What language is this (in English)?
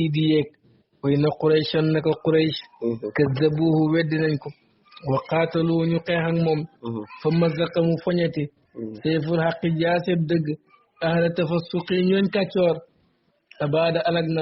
Wolof